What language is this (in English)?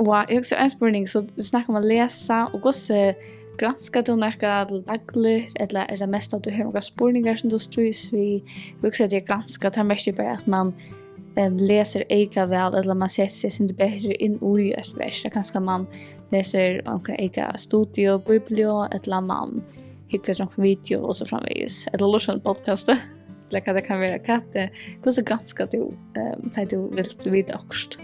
Faroese